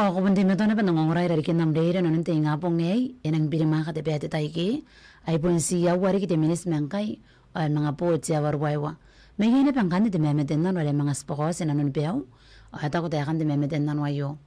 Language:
Gilbertese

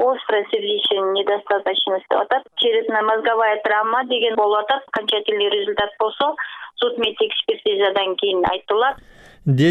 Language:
Kyrgyz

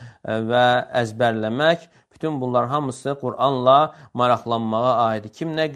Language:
Azerbaijani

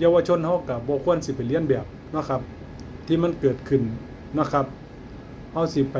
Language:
Northeastern Thai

